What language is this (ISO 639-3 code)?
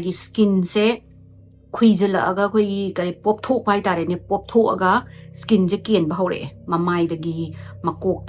mni